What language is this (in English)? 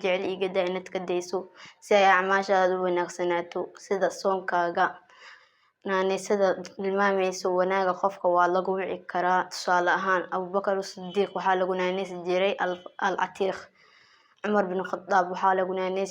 Somali